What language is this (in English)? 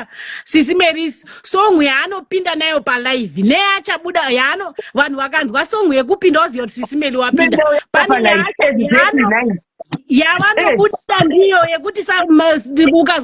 Shona